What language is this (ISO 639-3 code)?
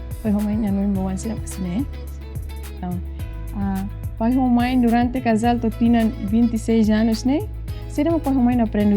tet